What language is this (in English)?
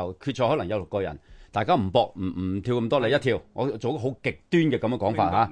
Cantonese